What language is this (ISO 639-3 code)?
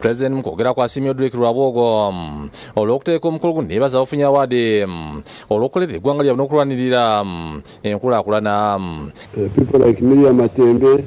lug